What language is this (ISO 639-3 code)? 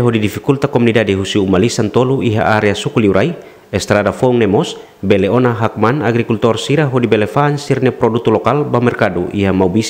tet